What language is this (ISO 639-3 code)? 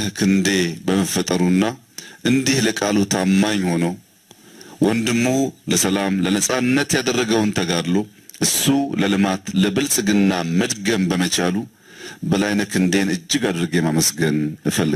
amh